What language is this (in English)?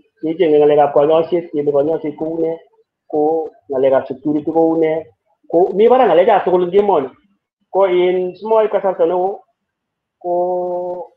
Kalenjin